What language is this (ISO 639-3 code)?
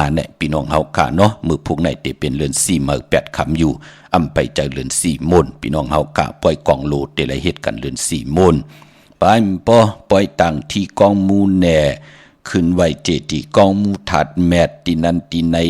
shn